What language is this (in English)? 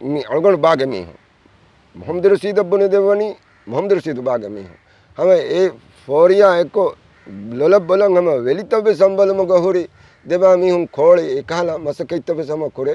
Divehi